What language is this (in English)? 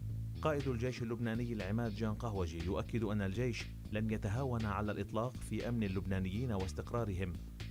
Arabic